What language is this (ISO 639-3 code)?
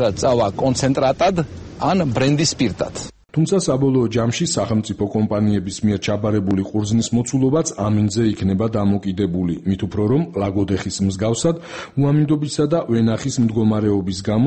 kat